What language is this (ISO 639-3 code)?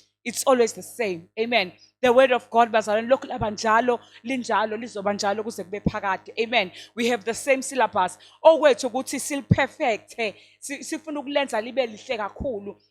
zul